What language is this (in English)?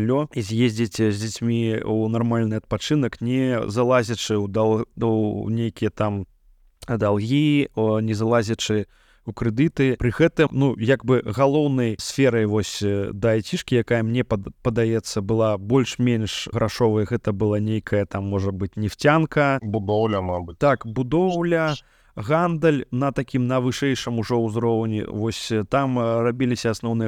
Belarusian